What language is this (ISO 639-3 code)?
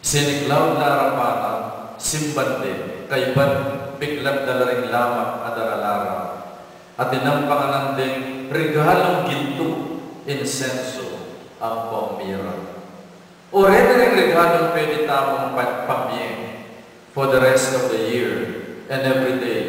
pam